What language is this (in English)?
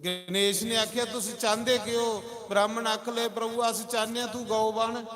Dogri